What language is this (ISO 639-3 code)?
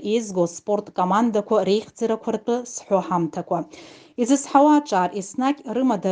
abk